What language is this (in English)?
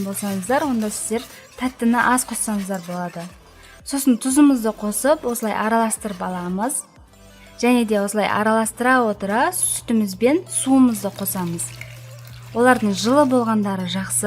Kazakh